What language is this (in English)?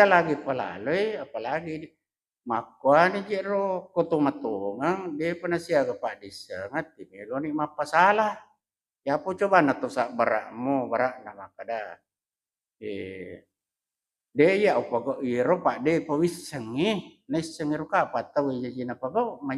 Buginese